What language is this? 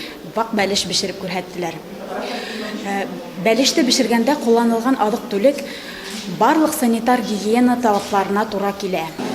Bashkir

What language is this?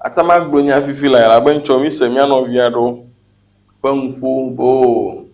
Ewe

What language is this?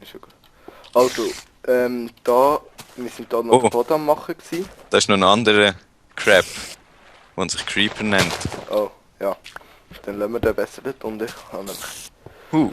Swiss German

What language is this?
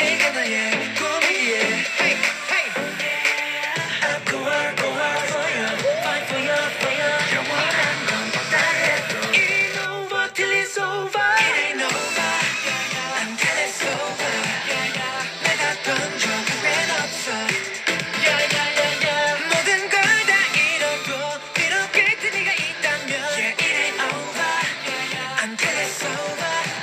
Korean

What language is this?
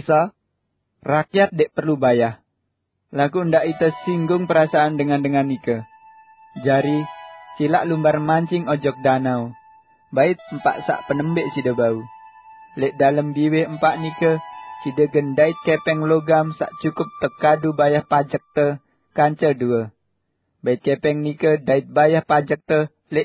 Sasak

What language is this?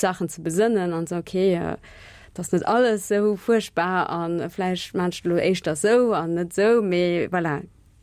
Luxembourgish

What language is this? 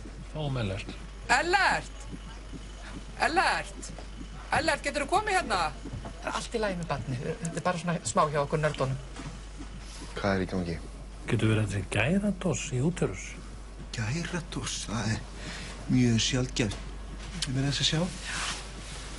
Icelandic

